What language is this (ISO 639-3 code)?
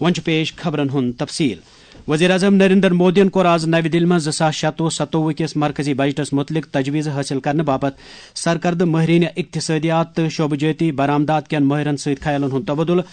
kas